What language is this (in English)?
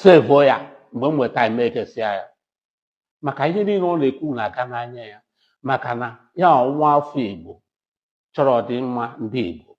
Igbo